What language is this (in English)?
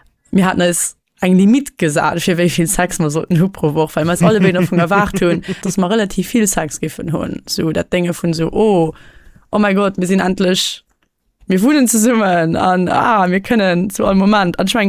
Luxembourgish